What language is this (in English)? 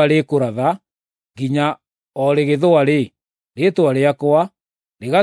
Kikuyu